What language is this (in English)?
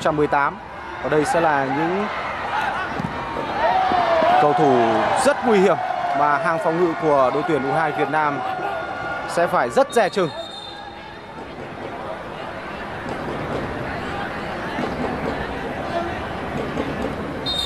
Vietnamese